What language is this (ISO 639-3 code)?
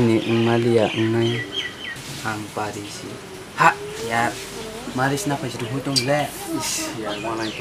trp